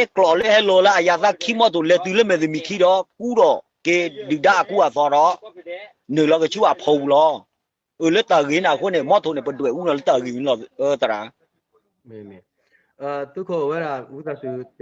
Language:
S'gaw Karen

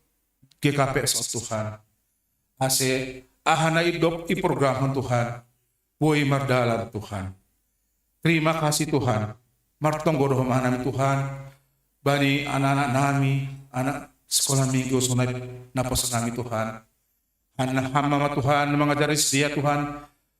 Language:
Batak Simalungun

